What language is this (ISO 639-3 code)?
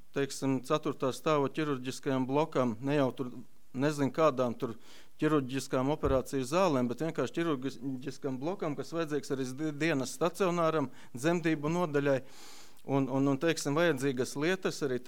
lav